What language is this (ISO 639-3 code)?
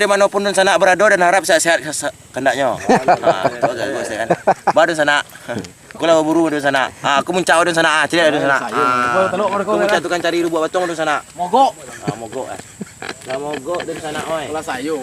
min